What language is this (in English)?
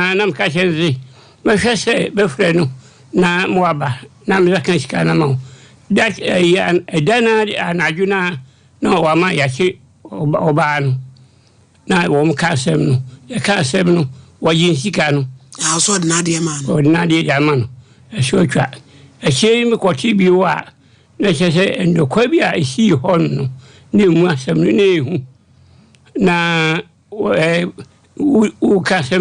Akan